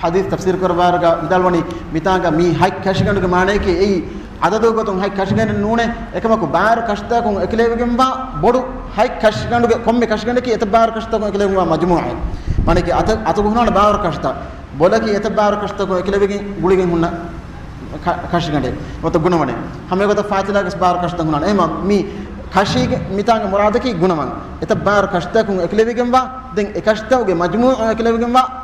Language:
Divehi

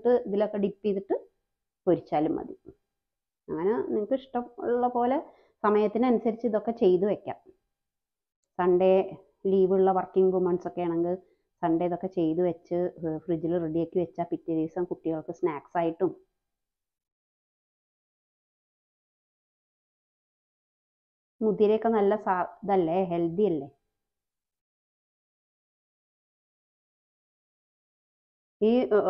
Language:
Malayalam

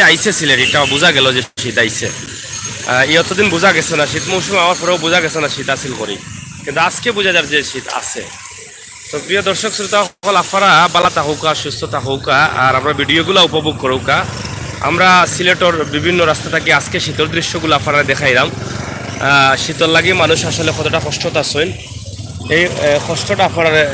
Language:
Sylheti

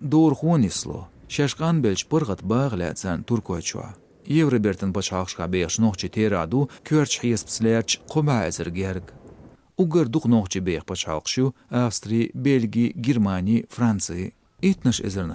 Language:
Chechen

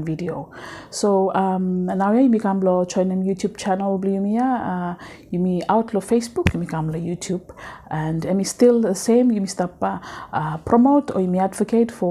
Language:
Bislama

